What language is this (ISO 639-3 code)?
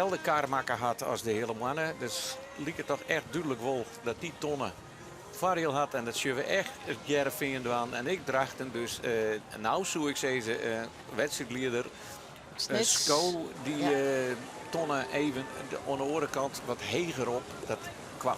fry